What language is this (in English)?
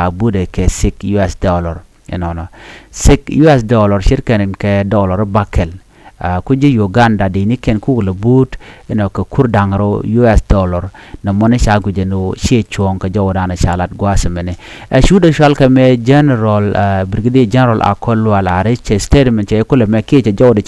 Nuer